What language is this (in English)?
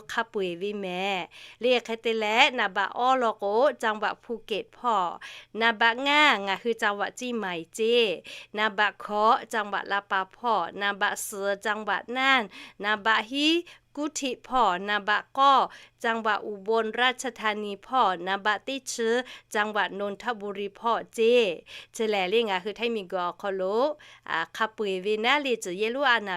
Lahu